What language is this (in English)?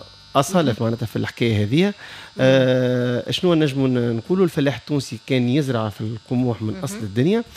Tunisian Arabic